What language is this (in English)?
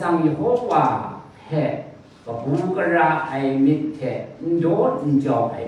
Kachin